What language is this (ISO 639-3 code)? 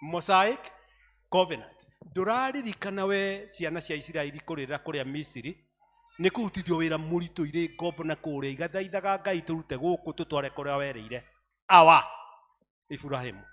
kik